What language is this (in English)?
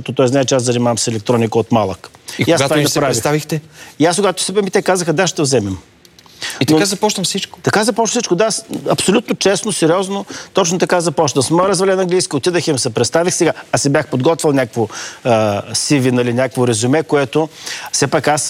Bulgarian